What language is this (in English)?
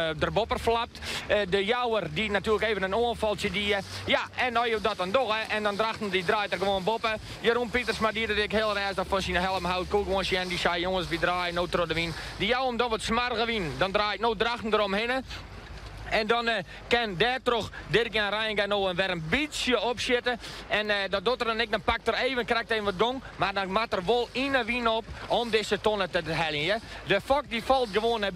Western Frisian